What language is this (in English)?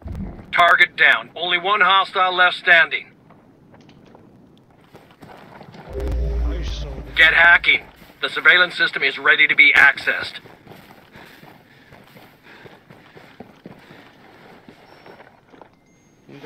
Romanian